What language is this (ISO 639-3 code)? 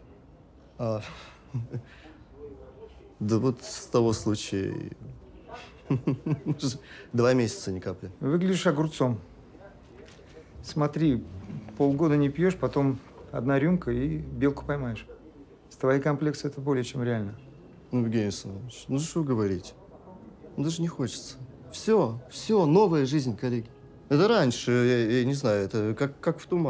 rus